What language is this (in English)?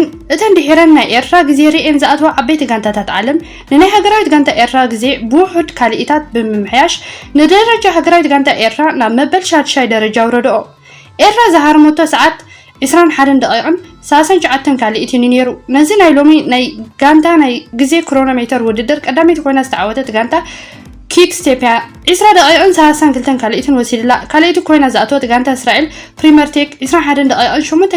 Tigrinya